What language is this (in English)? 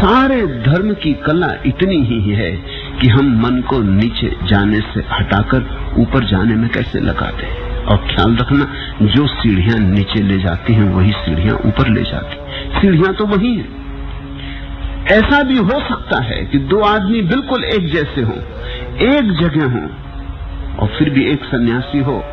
Hindi